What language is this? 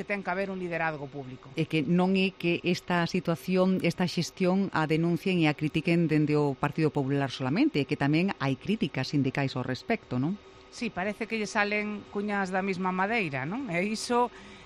Galician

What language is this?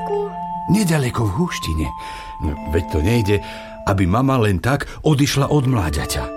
Slovak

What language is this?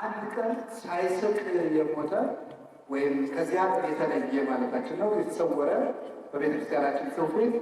Amharic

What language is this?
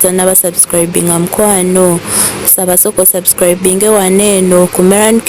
Ganda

